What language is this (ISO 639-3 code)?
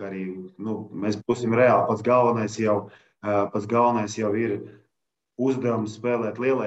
lav